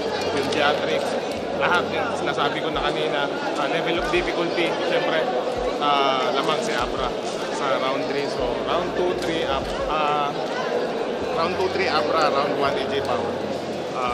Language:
Filipino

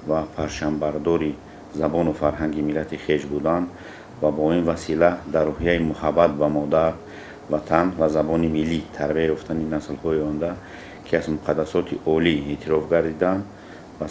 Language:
Tajik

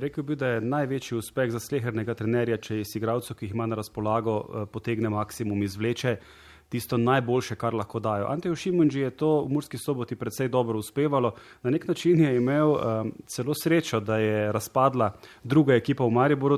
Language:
Slovenian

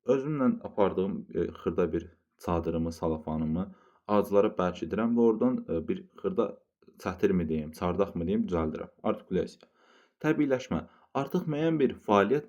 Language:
Azerbaijani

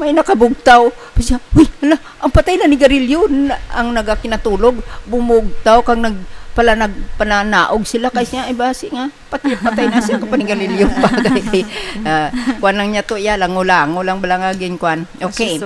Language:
Hiligaynon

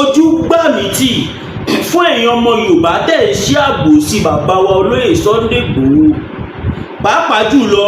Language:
Yoruba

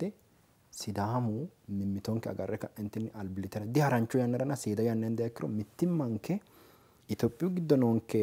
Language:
Sidamo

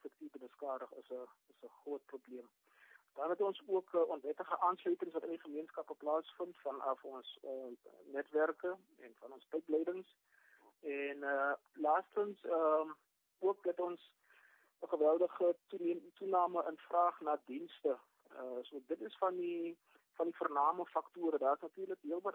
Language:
Afrikaans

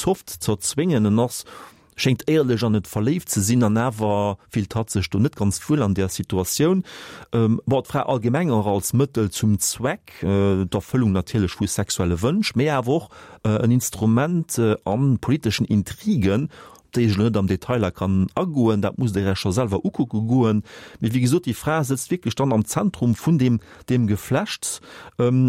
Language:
Luxembourgish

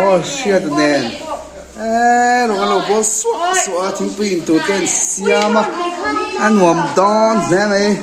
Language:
Mizo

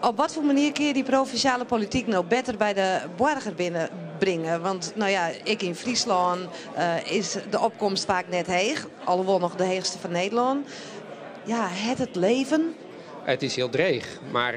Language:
Western Frisian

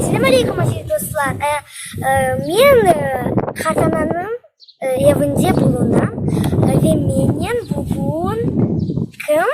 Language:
Crimean Tatar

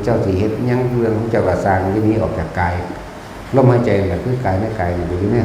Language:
Northeastern Thai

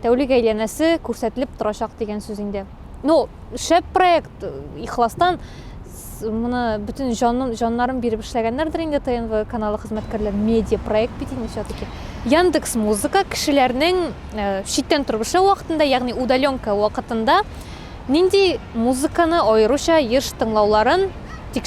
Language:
Tatar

